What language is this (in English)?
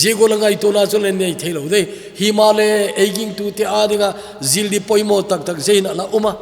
Thado Chin